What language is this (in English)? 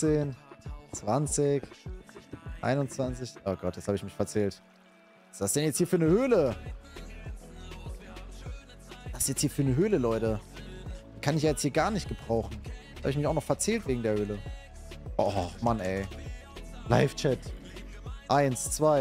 German